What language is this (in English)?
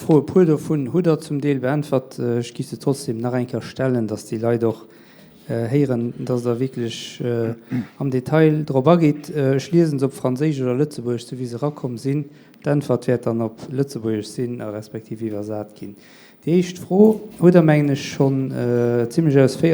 Luxembourgish